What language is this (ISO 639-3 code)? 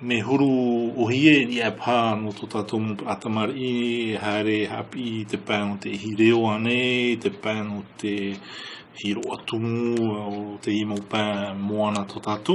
tah